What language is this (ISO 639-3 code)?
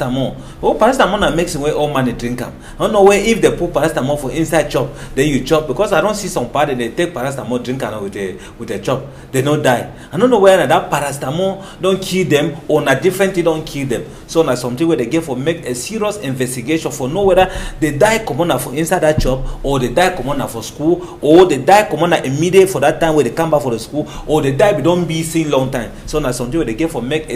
wes